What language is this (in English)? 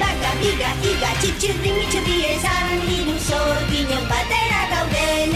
Basque